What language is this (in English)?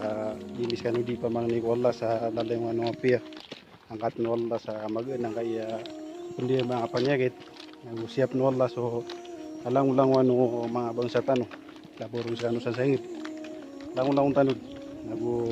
Maranao